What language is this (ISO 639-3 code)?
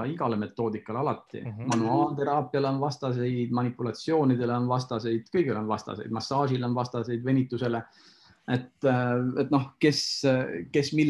est